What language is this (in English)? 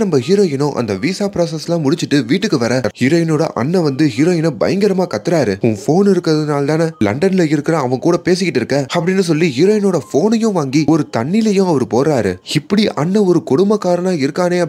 Tamil